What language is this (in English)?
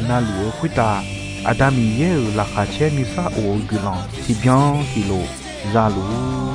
Akha